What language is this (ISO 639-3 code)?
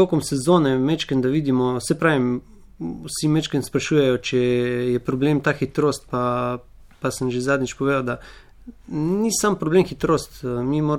slv